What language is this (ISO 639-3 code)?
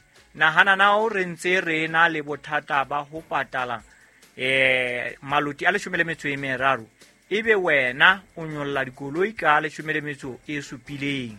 sot